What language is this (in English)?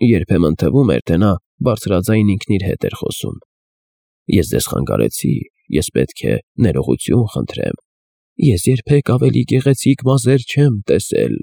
Armenian